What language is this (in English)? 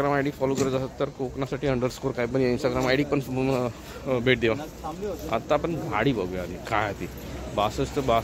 Marathi